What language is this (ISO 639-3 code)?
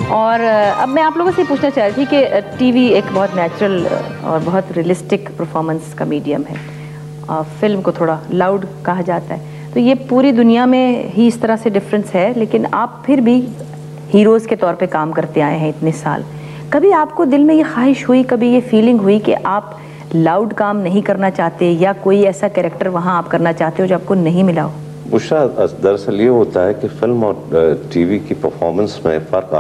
urd